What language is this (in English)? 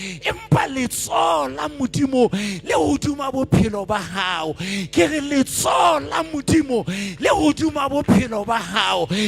Southern Sotho